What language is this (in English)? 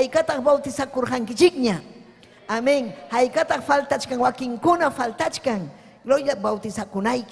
Ayacucho Quechua